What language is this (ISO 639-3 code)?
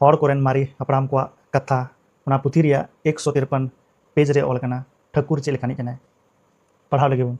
sat